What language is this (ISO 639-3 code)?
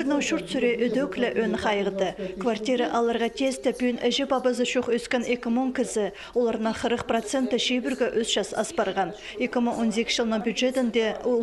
kjh